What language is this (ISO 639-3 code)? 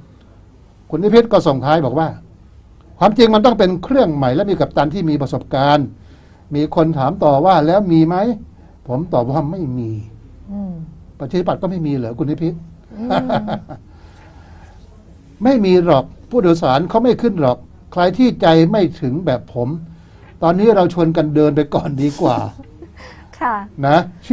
tha